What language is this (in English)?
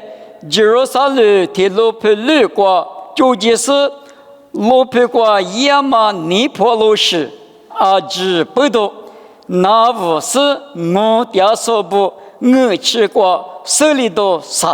Lisu